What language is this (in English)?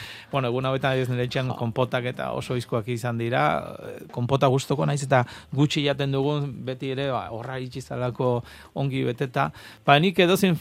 Basque